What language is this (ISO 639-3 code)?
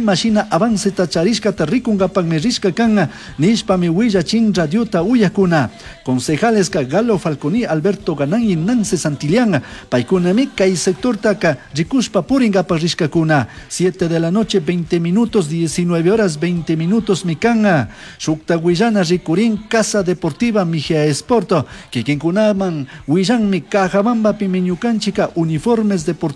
qug